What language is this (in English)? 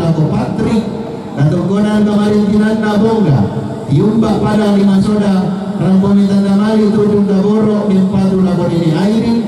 Toraja-Sa'dan